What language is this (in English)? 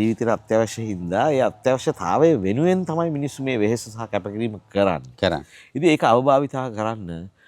Sinhala